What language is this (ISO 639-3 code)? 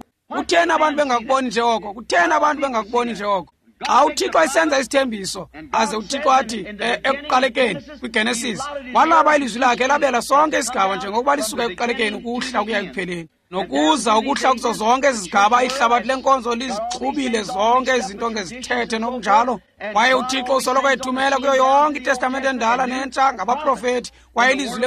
xho